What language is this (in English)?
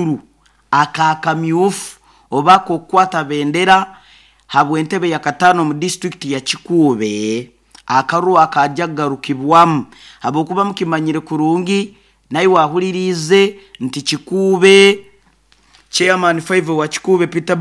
Nyoro